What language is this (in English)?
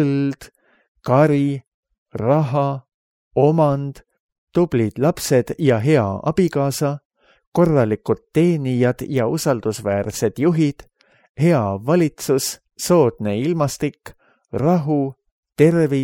Estonian